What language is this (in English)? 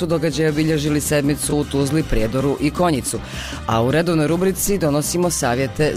Bosnian